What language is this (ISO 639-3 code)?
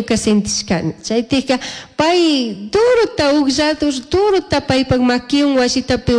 qug